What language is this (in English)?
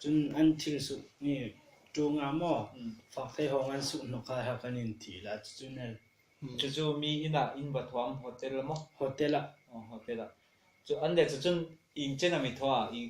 Hmar